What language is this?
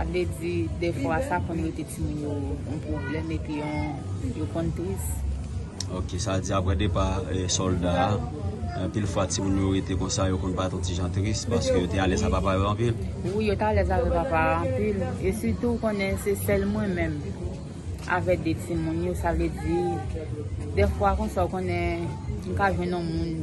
Haitian Creole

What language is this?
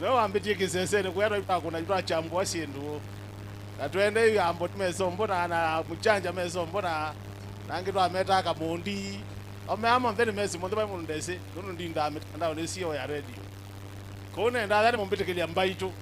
Kamba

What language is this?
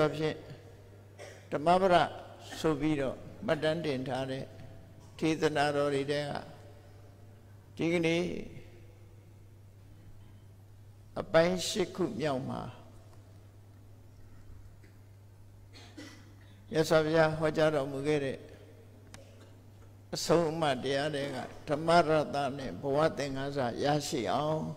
Burmese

